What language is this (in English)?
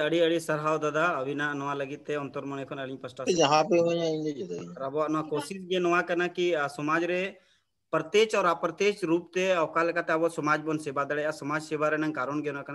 Santali